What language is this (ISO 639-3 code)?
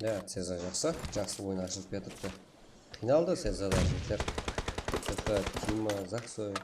kaa